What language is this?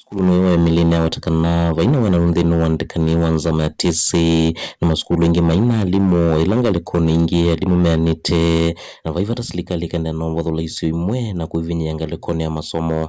Kamba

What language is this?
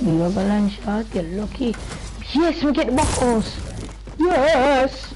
Jamaican Creole English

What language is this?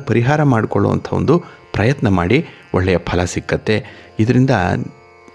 Kannada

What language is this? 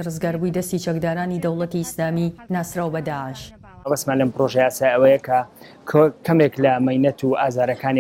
Central Kurdish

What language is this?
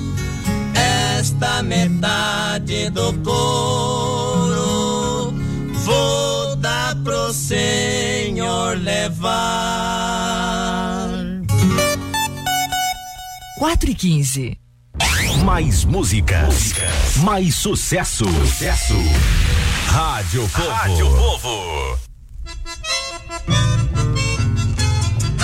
Portuguese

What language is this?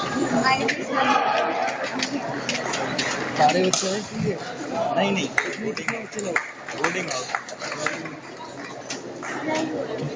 Hindi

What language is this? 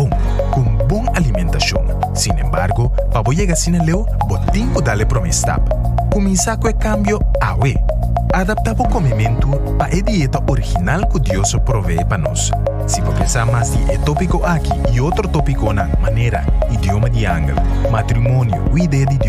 Papiamento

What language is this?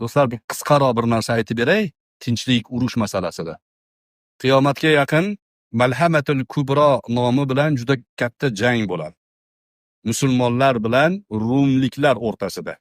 Uzbek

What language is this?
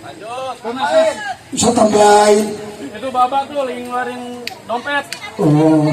Betawi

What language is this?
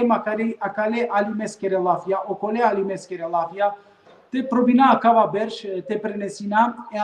Balkan Romani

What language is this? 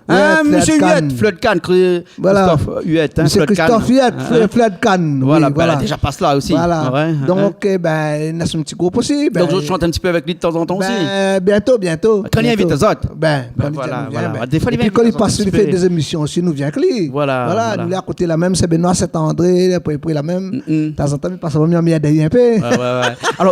Réunion Creole French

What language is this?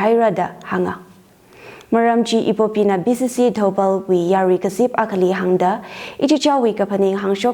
Tangkhul Naga (India)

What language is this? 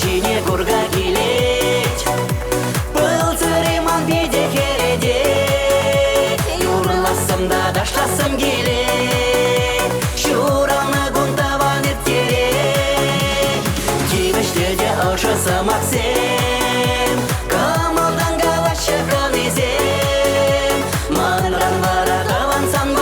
Chuvash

